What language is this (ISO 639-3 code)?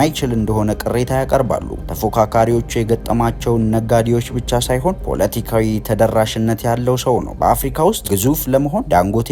amh